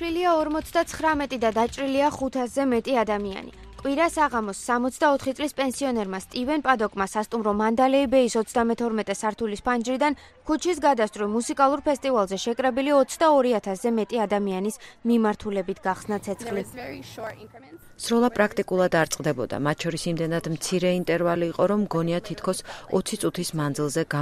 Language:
Georgian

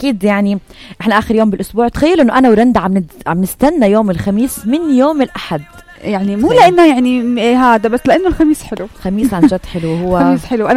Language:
North Levantine Arabic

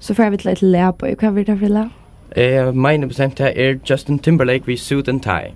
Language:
Faroese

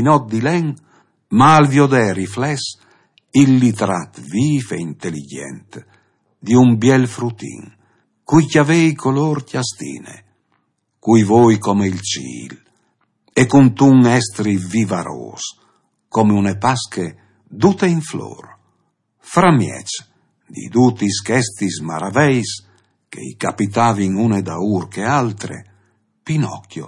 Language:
Friulian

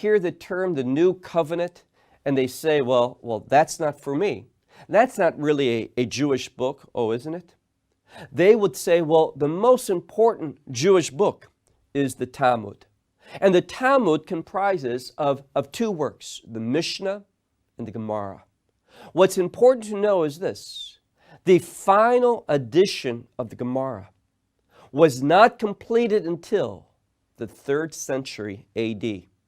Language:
English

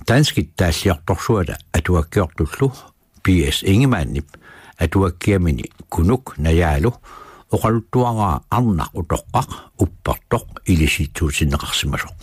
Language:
Kalaallisut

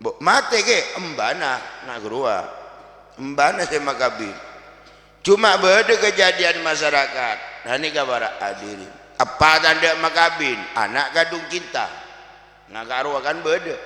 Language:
Madurese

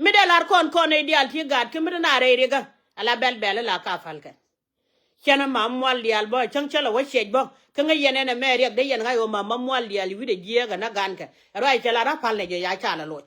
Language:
Nuer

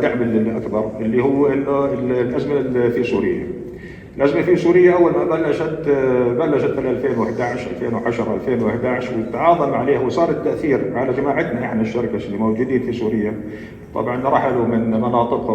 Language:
North Levantine Arabic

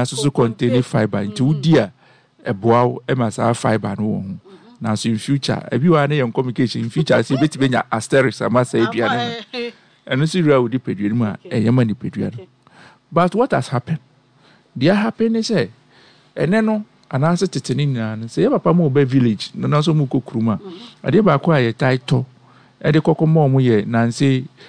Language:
Akan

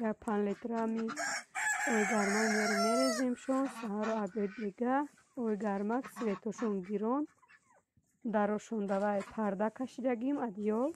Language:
Tajik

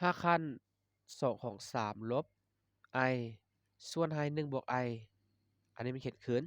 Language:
Lao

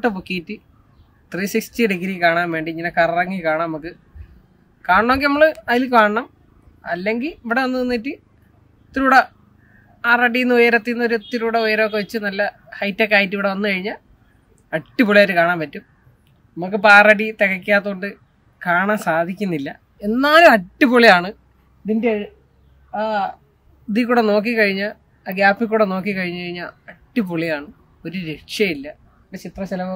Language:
Malayalam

